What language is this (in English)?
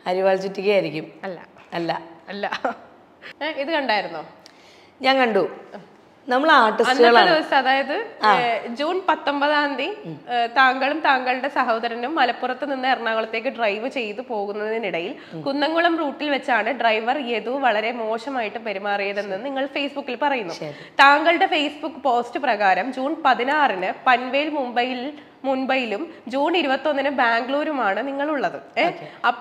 Malayalam